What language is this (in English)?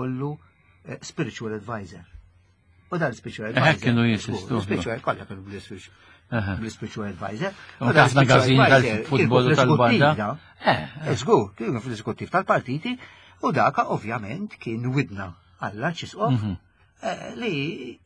Maltese